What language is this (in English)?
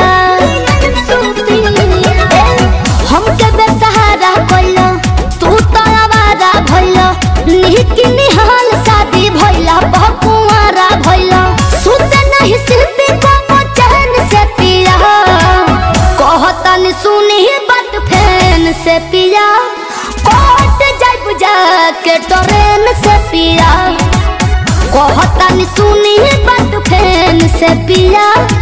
Bhojpuri